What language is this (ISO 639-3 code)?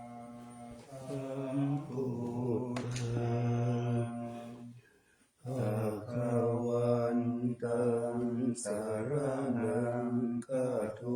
pli